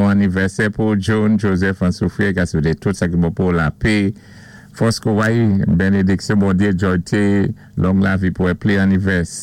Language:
Saint Lucian Creole French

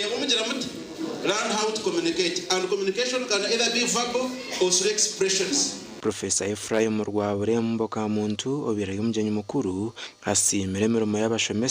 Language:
Nyankole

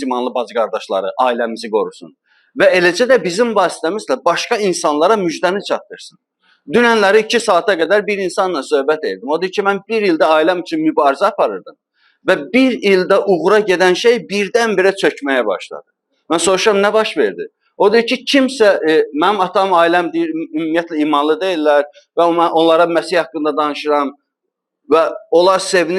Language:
Azerbaijani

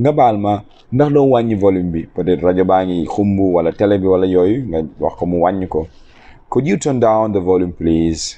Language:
Wolof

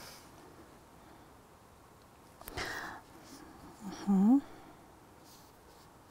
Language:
Kazakh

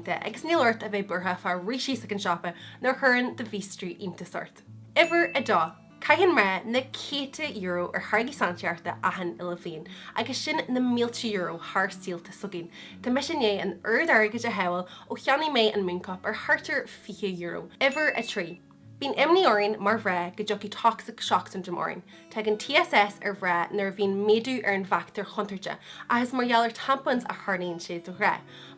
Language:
Irish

